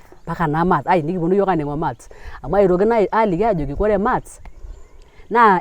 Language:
Masai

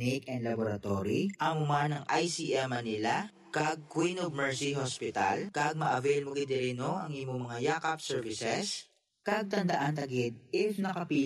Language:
Hiligaynon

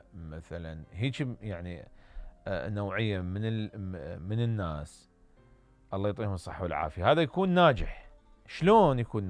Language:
Mesopotamian Arabic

